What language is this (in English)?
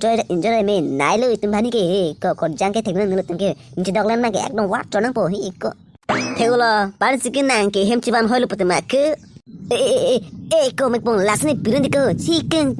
Karbi